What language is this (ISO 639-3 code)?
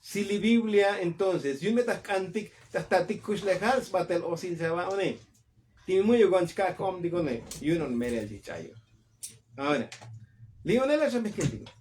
tzo